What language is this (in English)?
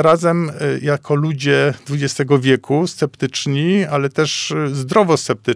Polish